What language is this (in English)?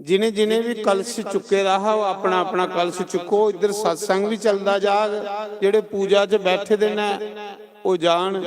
Dogri